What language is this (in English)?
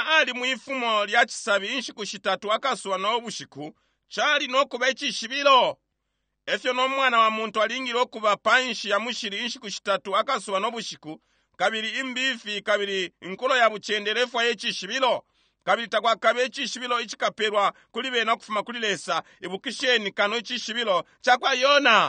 Bemba